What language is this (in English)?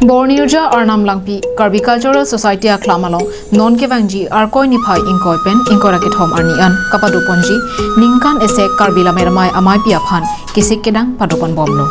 Karbi